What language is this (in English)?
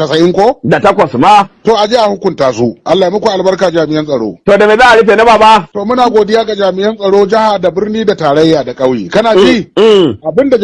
Hausa